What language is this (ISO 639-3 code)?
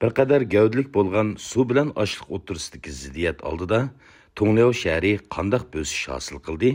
uig